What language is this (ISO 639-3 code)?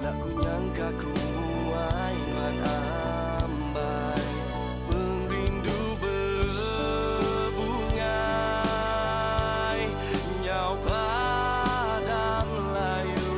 iba